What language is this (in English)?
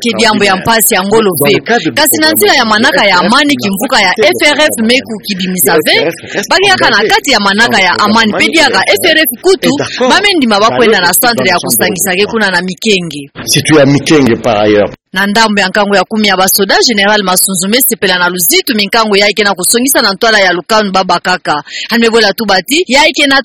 Kituba (Democratic Republic of Congo)